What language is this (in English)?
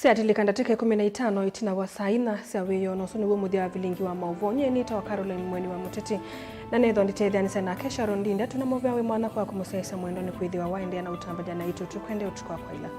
Kamba